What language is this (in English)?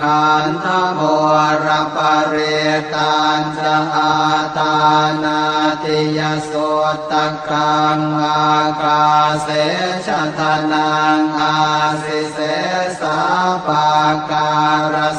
Pali